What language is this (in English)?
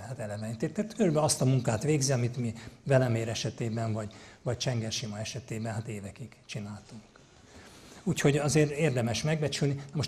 Hungarian